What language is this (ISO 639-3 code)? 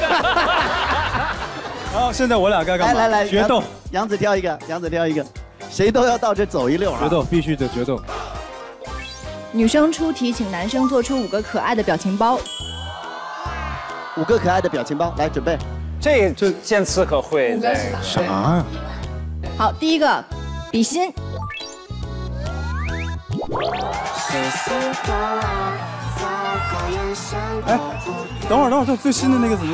zho